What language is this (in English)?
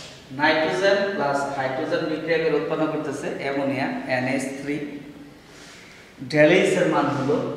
Bangla